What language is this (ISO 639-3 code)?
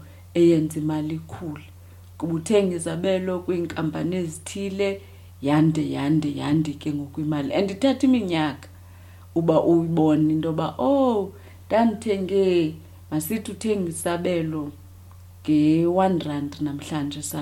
xho